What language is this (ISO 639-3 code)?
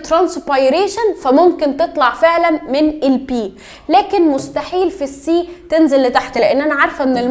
arz